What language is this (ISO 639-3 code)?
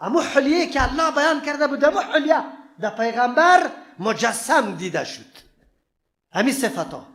fas